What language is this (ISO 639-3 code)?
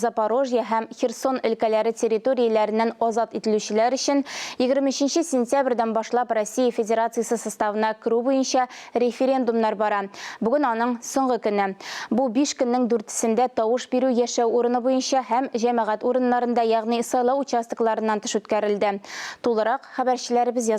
tat